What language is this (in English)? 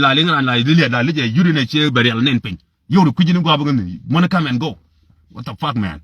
Nuer